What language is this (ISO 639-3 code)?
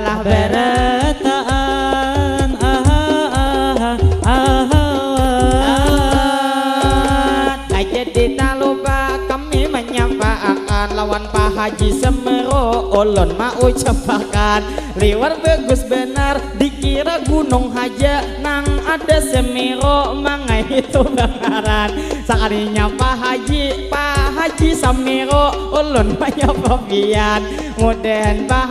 bjn